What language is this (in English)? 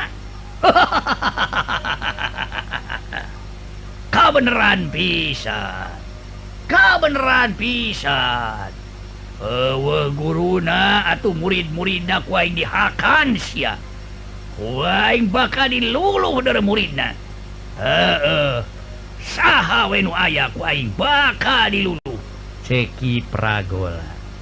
Sundanese